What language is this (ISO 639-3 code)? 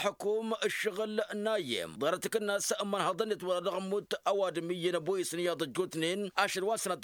taq